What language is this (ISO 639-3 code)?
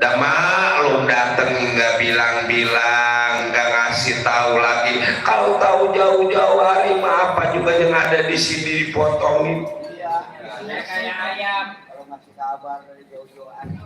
bew